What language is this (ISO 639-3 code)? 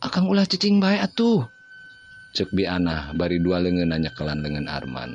sun